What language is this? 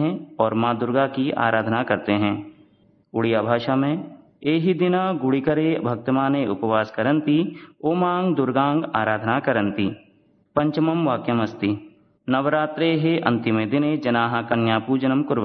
Sanskrit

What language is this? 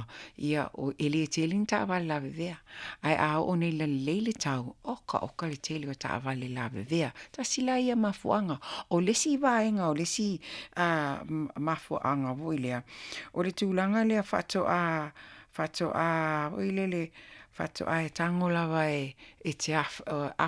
Samoan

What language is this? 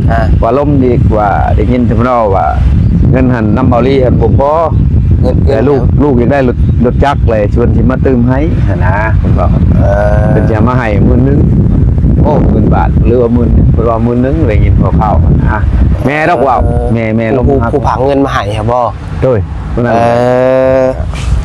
Northeastern Thai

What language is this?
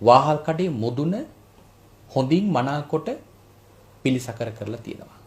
Sinhala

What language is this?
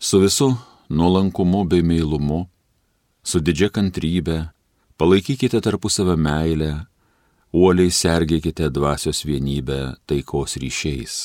Lithuanian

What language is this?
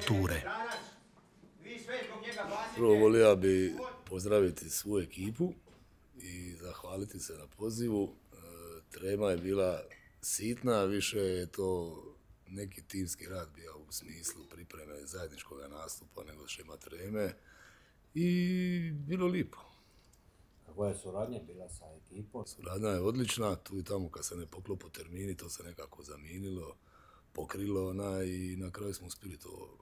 Croatian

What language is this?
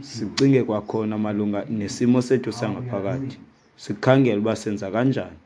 Xhosa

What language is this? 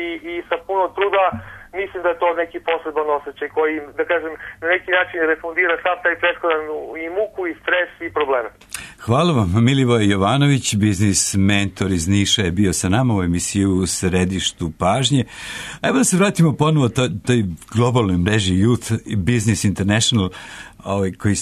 Serbian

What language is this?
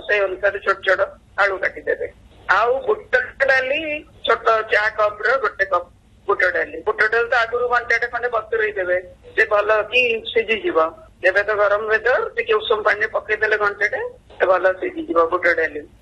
Odia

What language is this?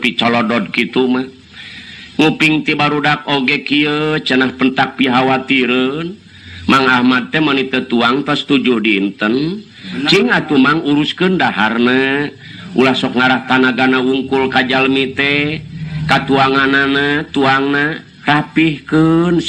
Sundanese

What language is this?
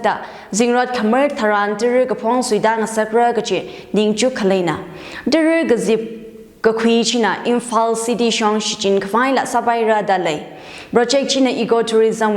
Tangkhul Naga (India)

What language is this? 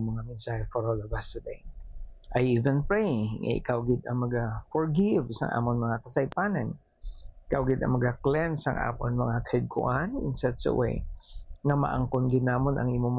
Hiligaynon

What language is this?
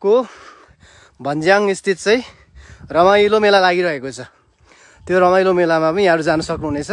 Nepali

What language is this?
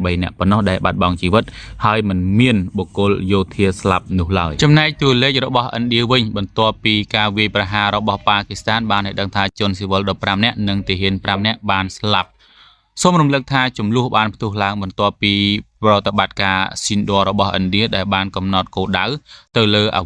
Khmer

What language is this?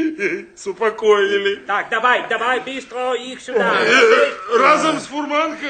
Belarusian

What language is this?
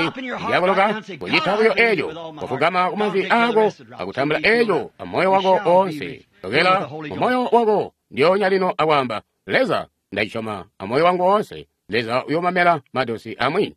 Tonga (Zambia)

